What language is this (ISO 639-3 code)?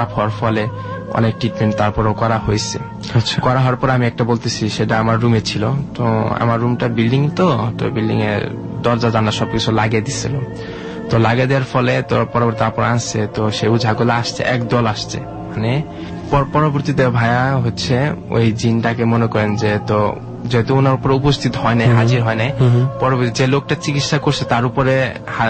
ben